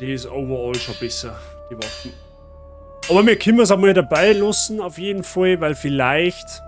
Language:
Bavarian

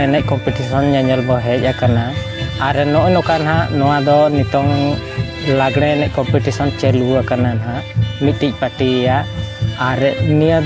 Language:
Santali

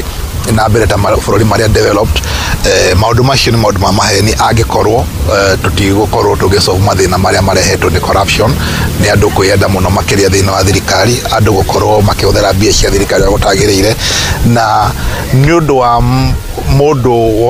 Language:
Kikuyu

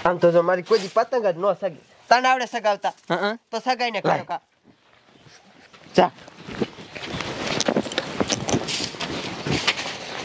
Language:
Gujarati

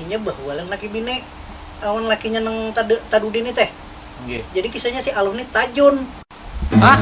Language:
Banjar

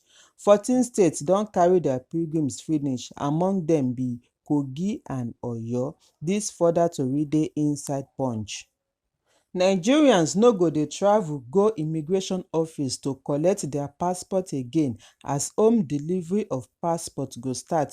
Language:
Nigerian Pidgin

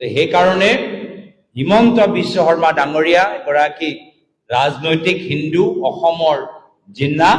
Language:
Assamese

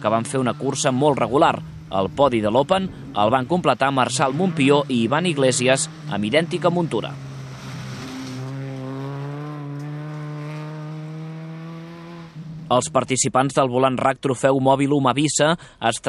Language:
Catalan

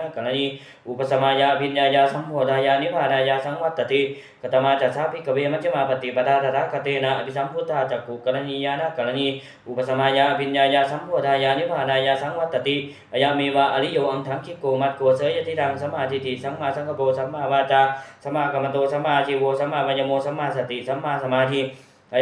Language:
Pali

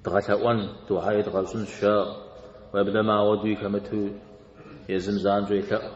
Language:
Kabardian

